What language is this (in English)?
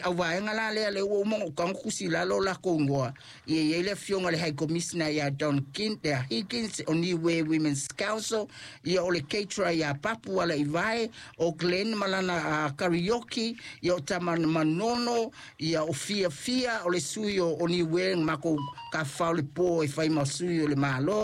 Samoan